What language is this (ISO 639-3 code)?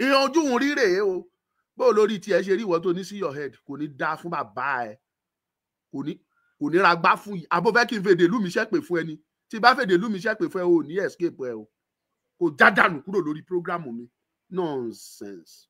yor